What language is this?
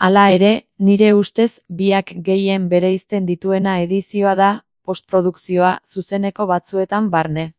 Basque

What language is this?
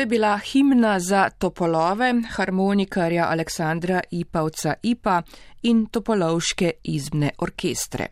Slovenian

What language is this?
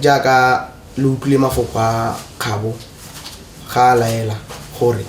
Tswana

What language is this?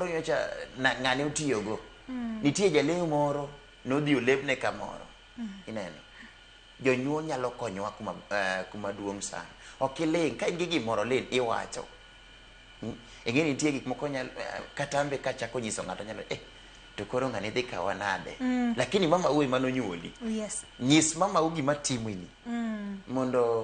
Luo (Kenya and Tanzania)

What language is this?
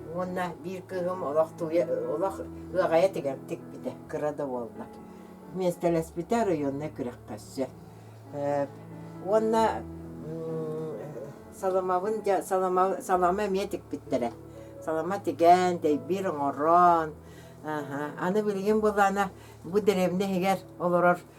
Yakut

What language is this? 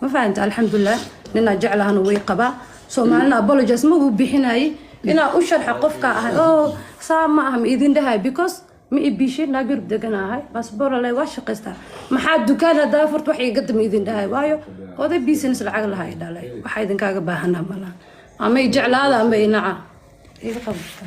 Somali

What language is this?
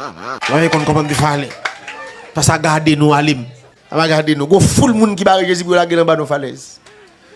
Haitian Creole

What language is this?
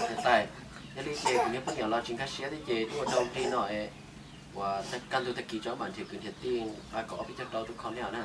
Hmong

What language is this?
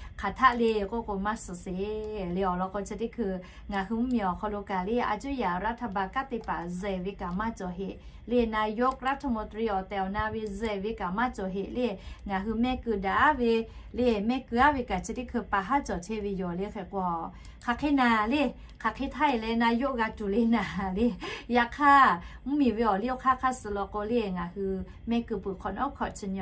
Lahu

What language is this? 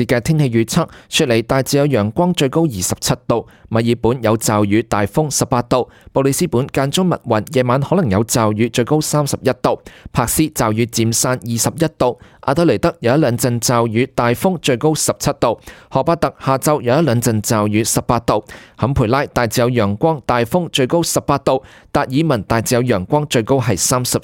Cantonese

